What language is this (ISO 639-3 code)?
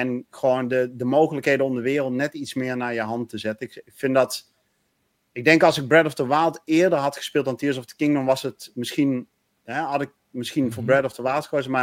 nld